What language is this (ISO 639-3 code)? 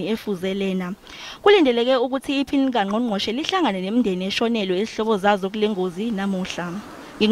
zul